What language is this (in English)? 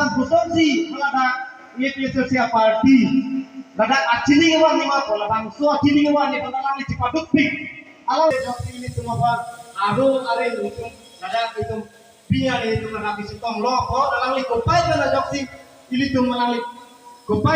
Karbi